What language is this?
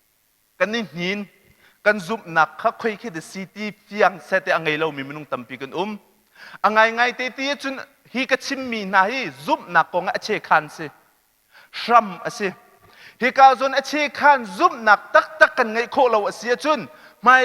Hakha Chin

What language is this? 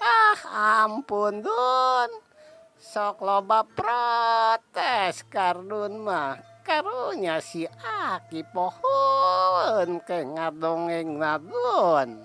Sundanese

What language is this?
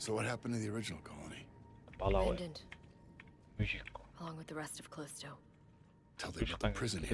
Kara-Kalpak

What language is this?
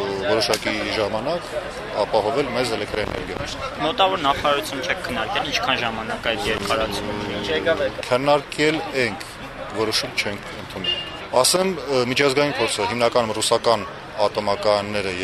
Armenian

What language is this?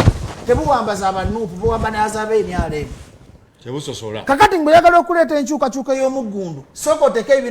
Ganda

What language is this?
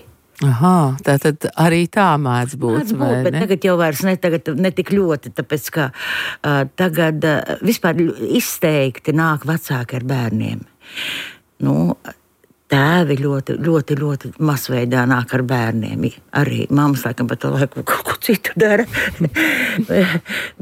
Latvian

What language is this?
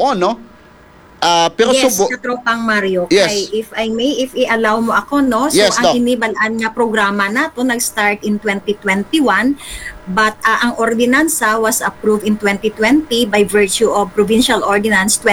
Hiligaynon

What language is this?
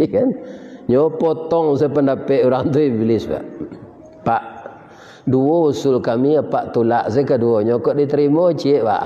Minangkabau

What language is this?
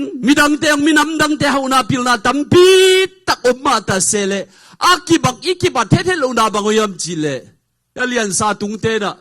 Tedim Chin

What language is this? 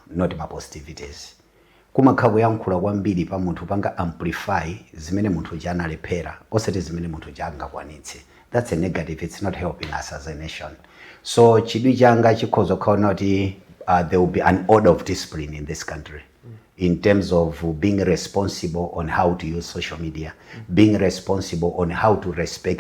Nyanja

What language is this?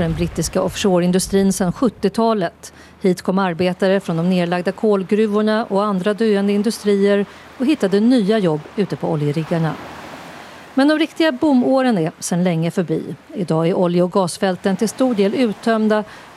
Swedish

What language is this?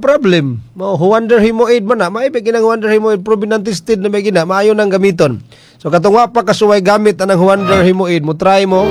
Cebuano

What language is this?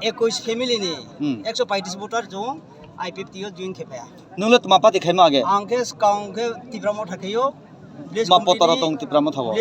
Kok Borok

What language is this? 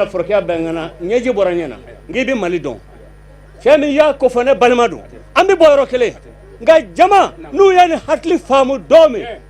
Bambara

